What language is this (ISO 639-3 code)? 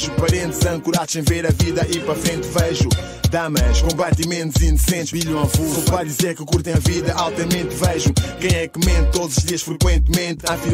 por